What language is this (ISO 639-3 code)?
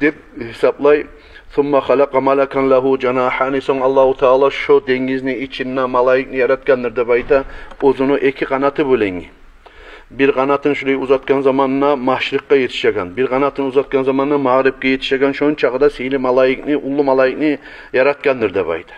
kum